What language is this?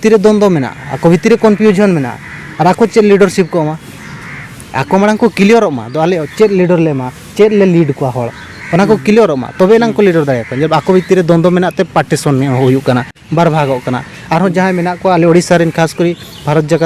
Santali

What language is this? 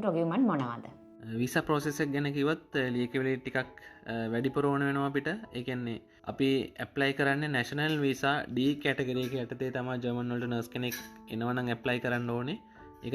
Sinhala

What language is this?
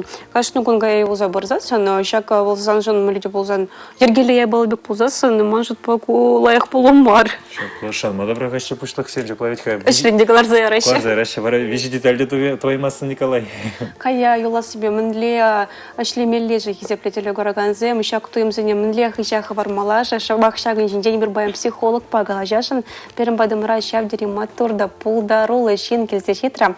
Chuvash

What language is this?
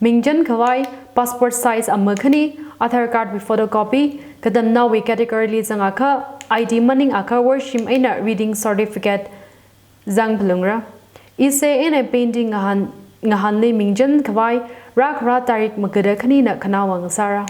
Tangkhul Naga (India)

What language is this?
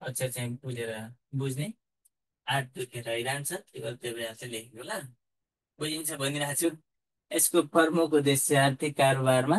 Nepali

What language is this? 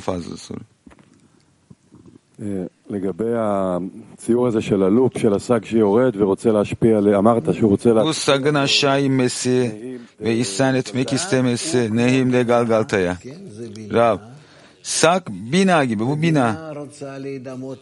Turkish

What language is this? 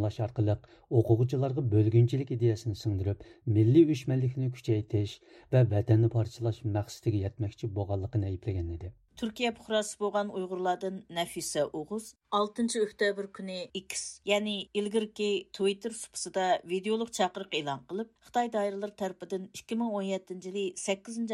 Uyghur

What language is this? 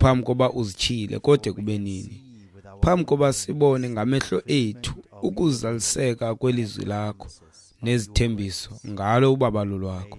Xhosa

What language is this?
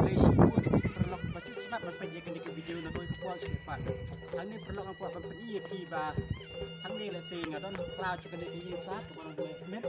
Khasi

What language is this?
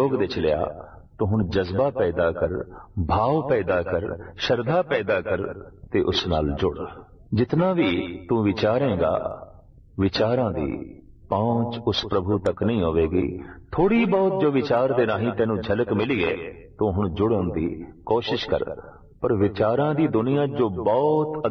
Punjabi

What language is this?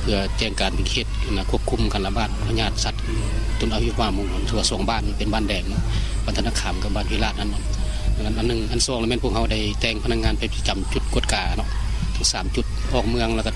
Lao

